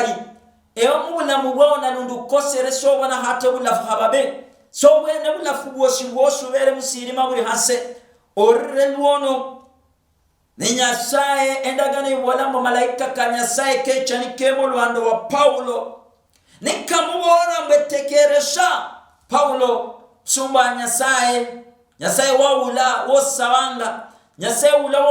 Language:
Luyia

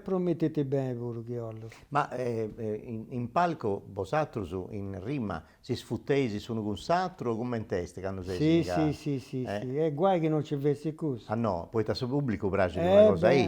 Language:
Sardinian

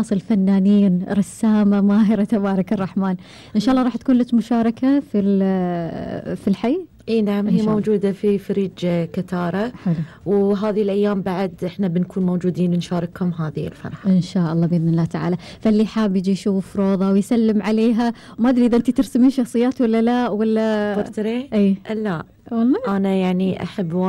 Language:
Gulf Arabic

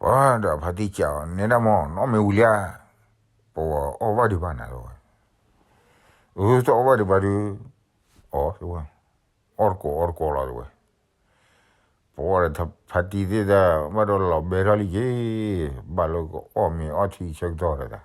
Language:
S'gaw Karen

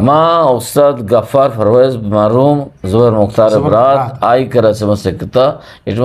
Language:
Eastern Balochi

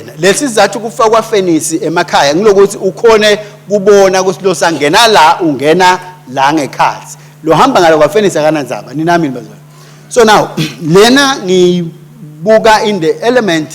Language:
Swati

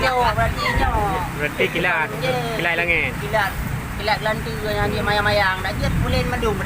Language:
Achinese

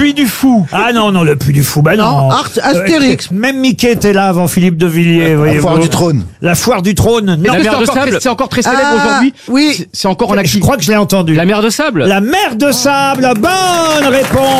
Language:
French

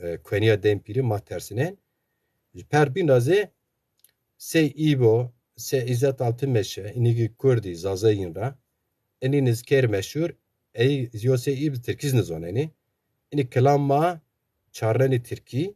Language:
Zaza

